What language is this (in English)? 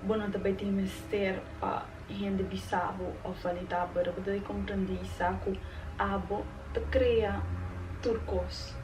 Papiamento